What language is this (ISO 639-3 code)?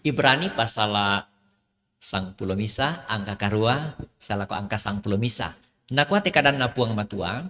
sda